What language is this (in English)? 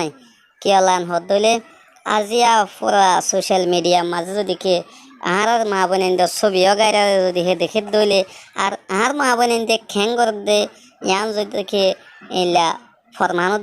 Rohingya